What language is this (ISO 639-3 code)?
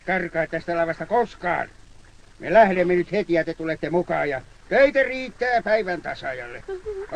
fin